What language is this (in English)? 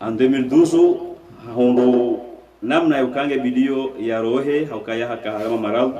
Ngazidja Comorian